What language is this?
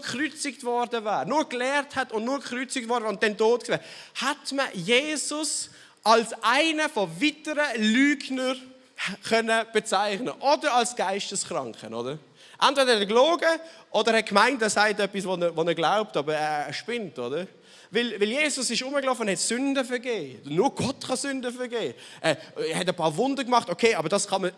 Swiss German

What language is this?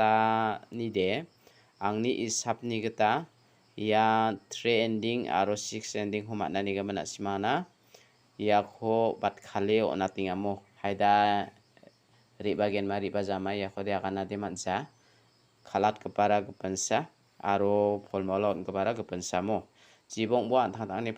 Garo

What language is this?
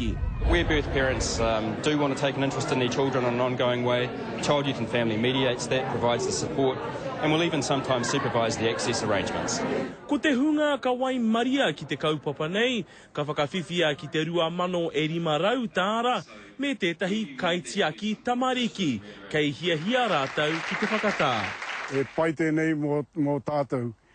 Māori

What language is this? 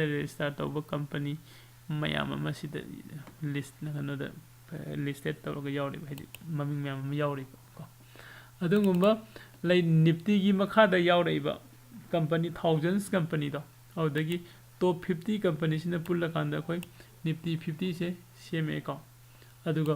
Manipuri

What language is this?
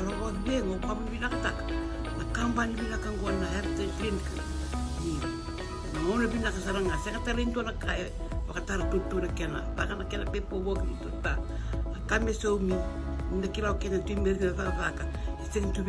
Fijian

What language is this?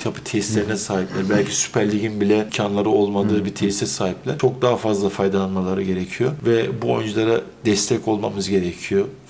Turkish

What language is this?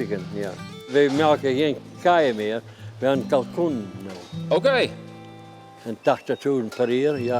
Western Frisian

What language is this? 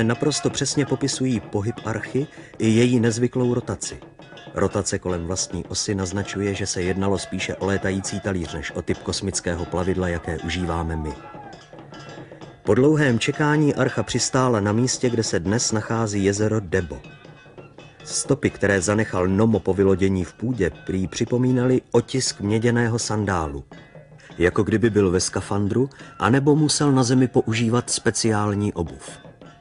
Czech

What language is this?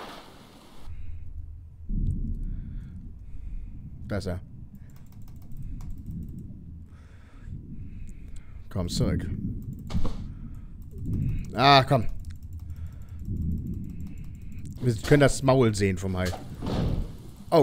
German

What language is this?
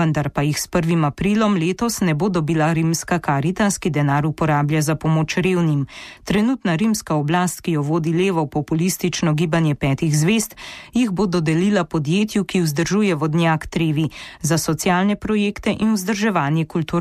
Slovenian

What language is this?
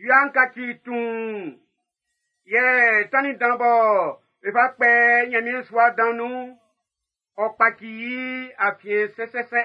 Baoulé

